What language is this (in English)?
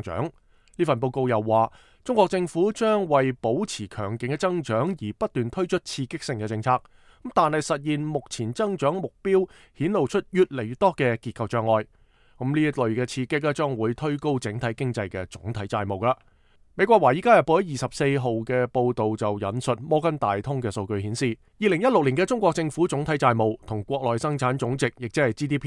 Cantonese